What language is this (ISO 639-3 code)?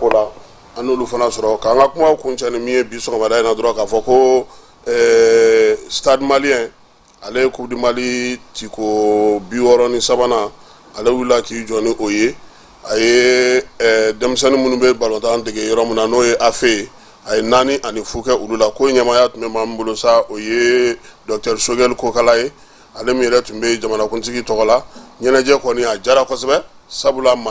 bam